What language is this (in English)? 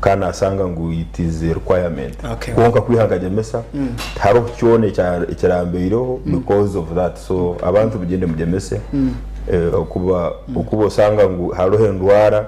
Nyankole